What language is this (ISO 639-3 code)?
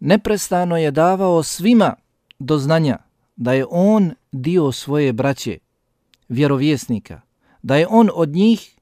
bos